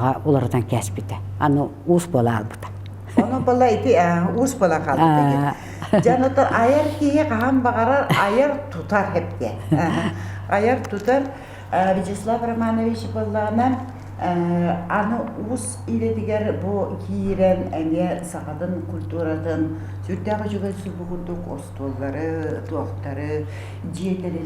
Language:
Yakut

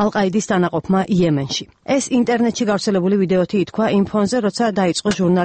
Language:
Georgian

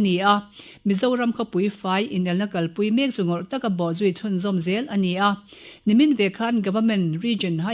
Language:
Mizo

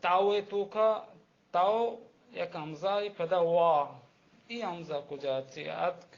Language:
Baluchi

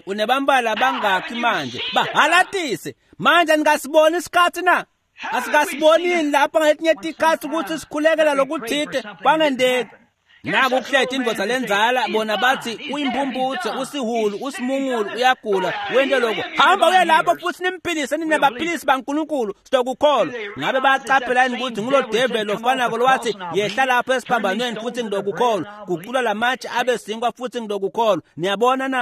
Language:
Swati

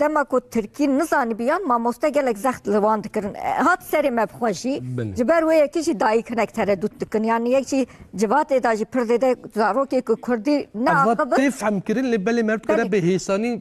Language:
Kurdish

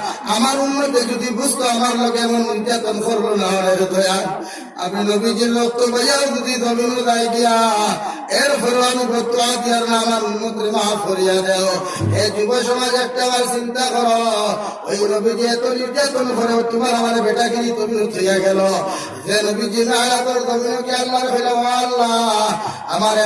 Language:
Sylheti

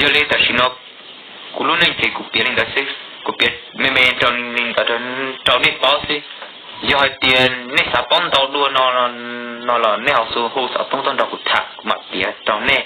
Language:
Hmong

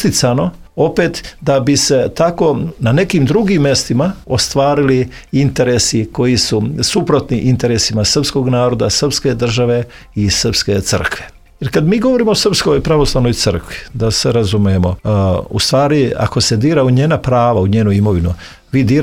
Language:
Serbian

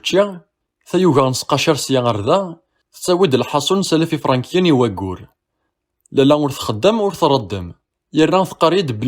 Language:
Kabyle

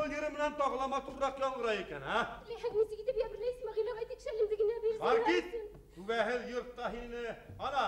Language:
Bashkir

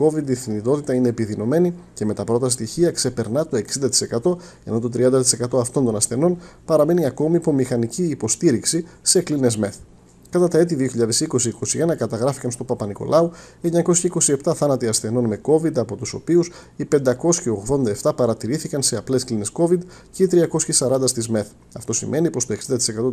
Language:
Greek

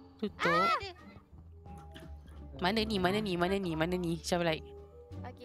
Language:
Malay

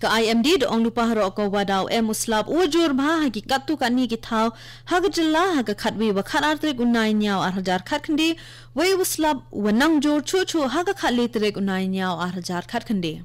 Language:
Khasi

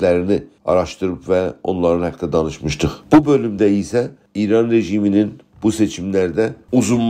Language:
South Azerbaijani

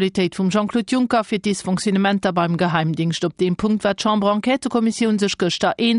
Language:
Luxembourgish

